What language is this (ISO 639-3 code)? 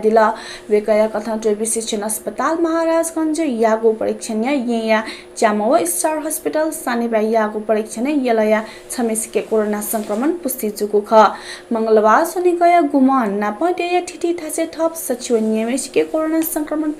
new